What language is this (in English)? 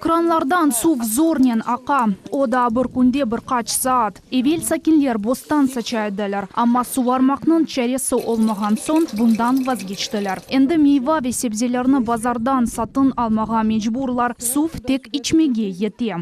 Crimean Tatar